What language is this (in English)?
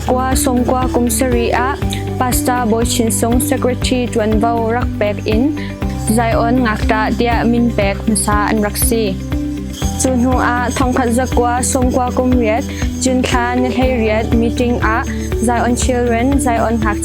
Hakha Chin